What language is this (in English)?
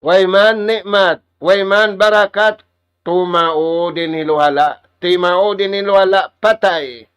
Tausug